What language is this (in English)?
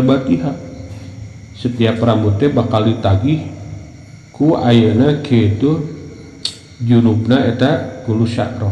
Sundanese